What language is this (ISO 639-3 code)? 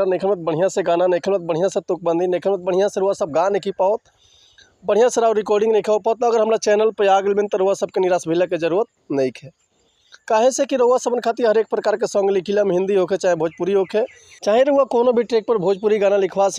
bho